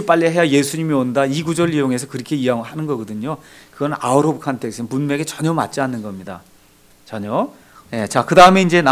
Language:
Korean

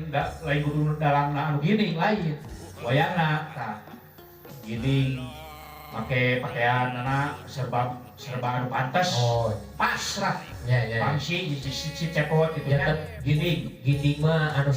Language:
Sundanese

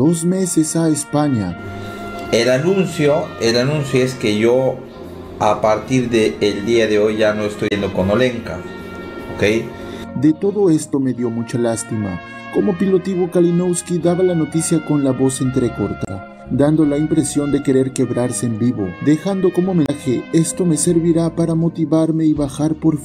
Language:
Spanish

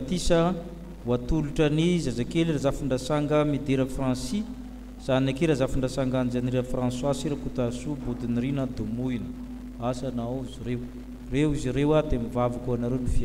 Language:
Malagasy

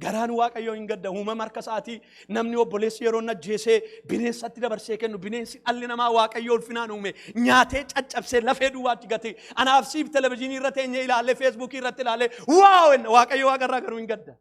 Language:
Oromo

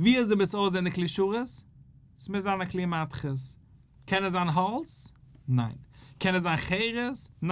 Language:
Yiddish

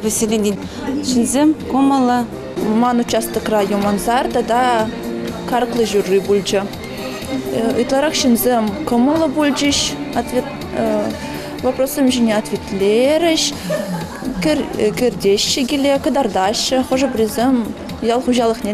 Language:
Chuvash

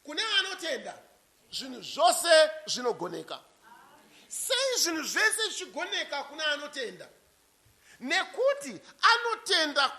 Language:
Shona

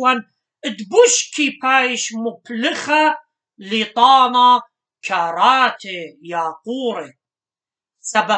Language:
Assyrian Neo-Aramaic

